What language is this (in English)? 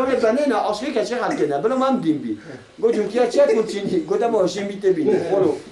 Kurdish